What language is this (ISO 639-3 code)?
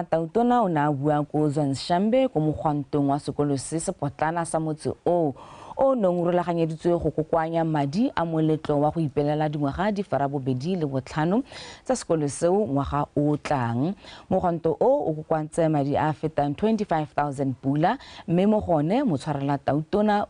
tsn